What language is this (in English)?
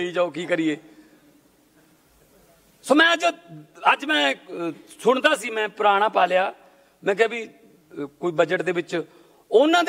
Punjabi